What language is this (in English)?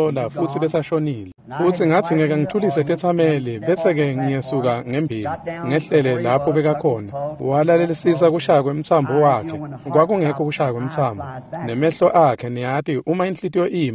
Swati